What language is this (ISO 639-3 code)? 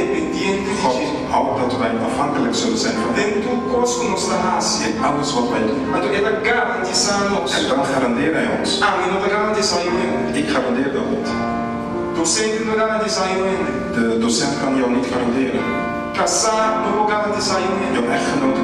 pap